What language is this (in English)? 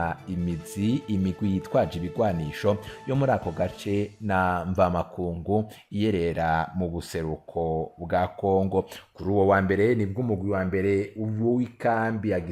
Rundi